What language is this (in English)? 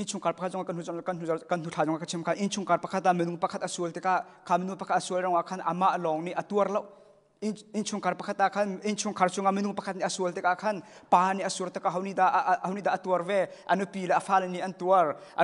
Hakha Chin